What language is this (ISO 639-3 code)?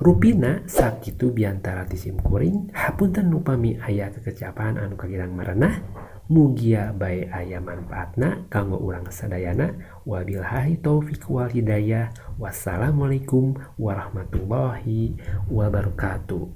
sun